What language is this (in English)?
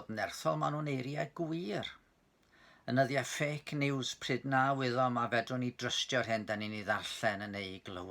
Welsh